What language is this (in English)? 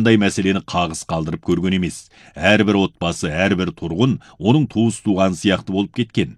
Kazakh